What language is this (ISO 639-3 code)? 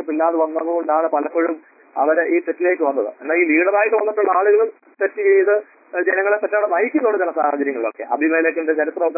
mal